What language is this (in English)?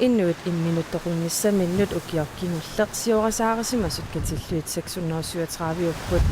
Kalaallisut